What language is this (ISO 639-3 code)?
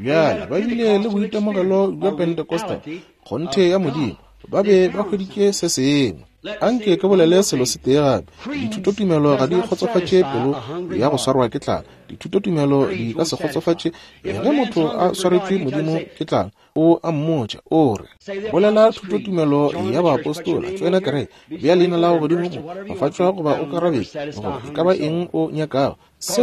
nso